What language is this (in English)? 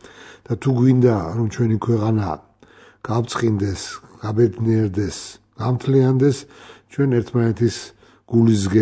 Georgian